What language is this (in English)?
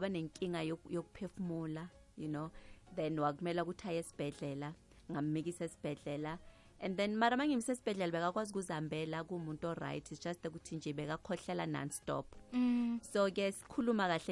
South Ndebele